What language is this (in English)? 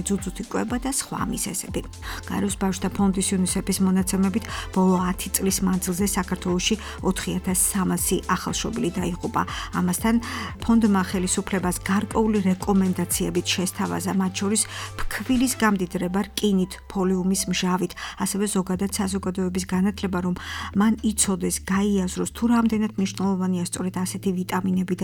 Georgian